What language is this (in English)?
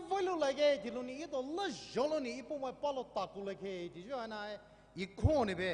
Poumei Naga